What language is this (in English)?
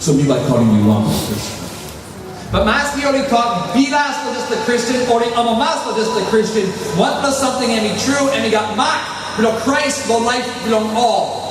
Tok Pisin